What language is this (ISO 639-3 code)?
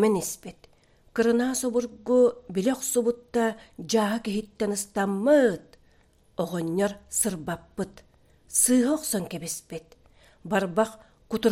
sah